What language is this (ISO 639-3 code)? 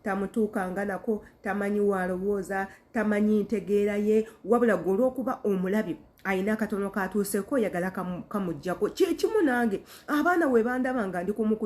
lug